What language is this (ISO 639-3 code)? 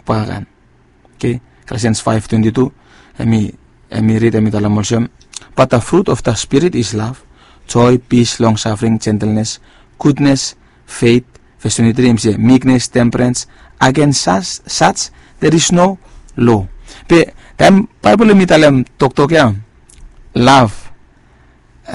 bis